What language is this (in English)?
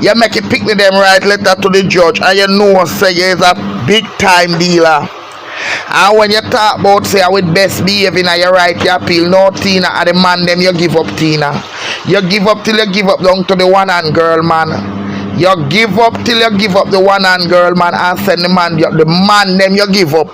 Jamaican Creole English